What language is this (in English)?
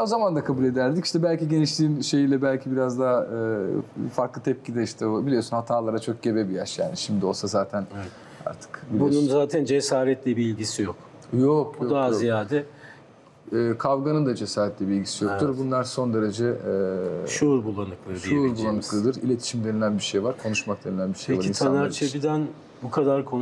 Turkish